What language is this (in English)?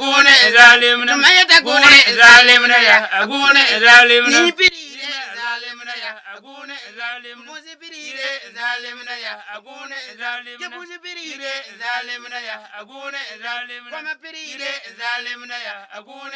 Frafra